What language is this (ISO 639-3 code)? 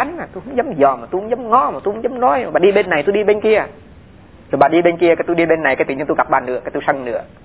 vie